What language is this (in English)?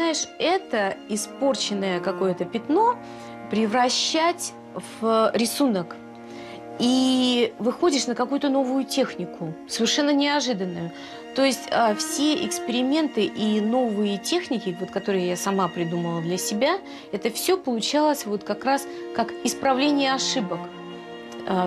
Russian